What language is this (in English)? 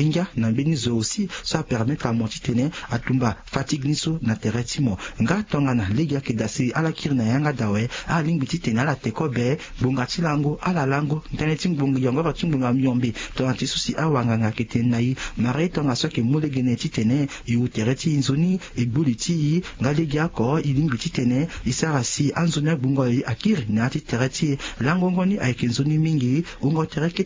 Sango